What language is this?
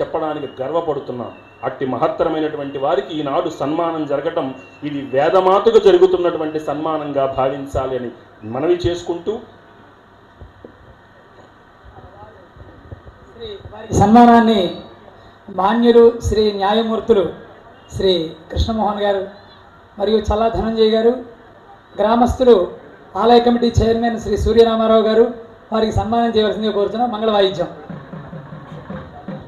Telugu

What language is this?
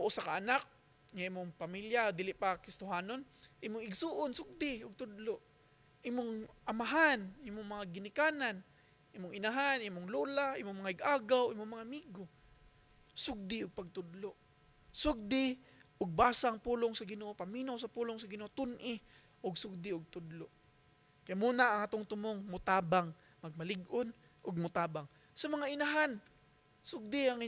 Cebuano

